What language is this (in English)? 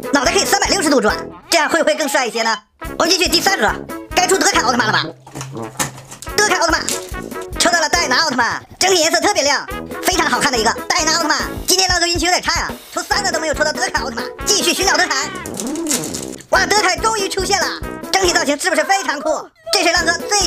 Chinese